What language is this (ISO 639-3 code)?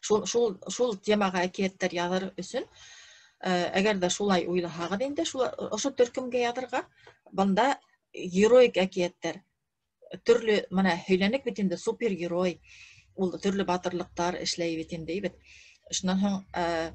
bak